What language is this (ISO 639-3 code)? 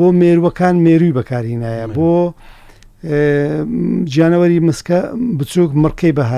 ckb